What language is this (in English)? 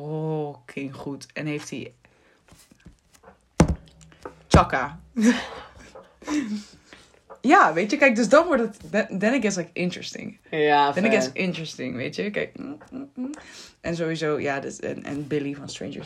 Dutch